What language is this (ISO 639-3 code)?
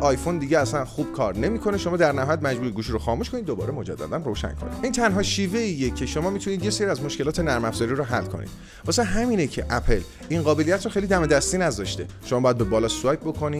fas